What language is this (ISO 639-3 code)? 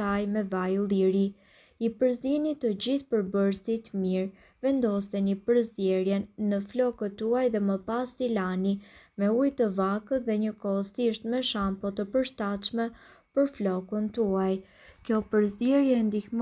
sqi